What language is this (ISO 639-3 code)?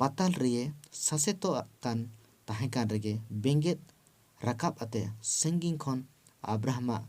sat